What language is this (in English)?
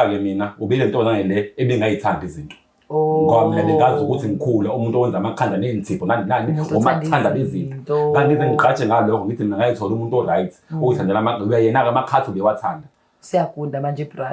Zulu